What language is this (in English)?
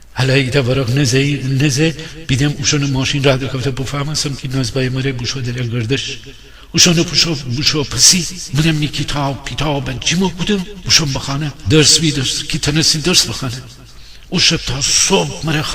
Gilaki